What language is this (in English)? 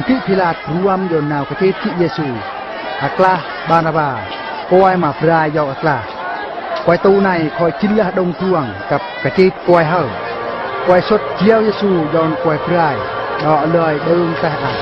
Eastern Bru